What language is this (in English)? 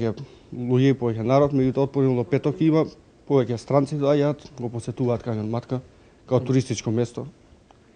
Macedonian